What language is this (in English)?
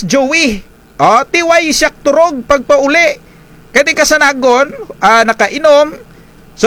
Kinaray-a